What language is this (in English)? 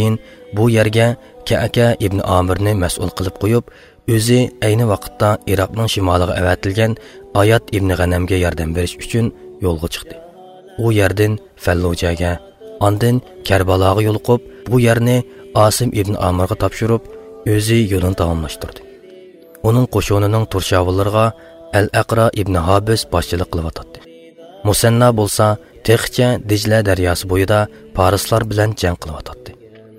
Uyghur